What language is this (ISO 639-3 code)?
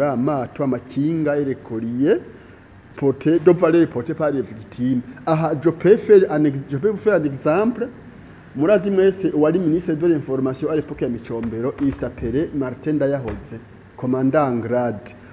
run